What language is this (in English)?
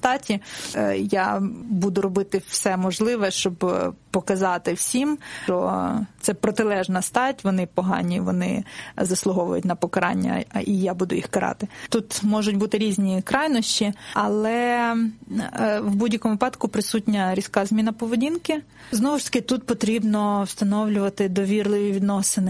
Ukrainian